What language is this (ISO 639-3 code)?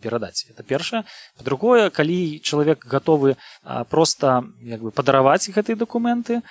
bel